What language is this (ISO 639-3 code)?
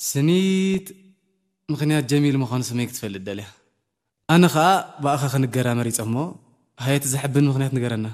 tir